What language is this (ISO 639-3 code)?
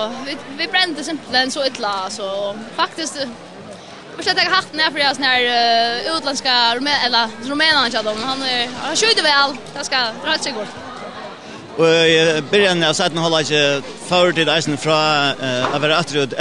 fao